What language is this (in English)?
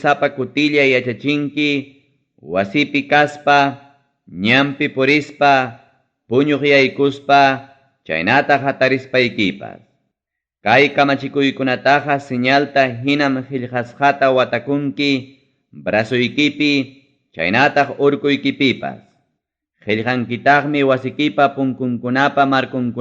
Ayacucho Quechua